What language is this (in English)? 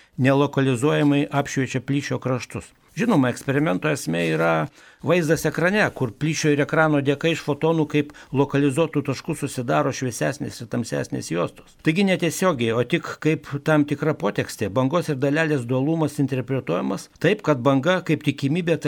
Lithuanian